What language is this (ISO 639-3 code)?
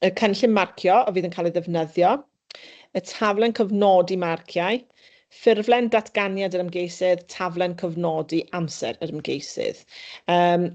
cym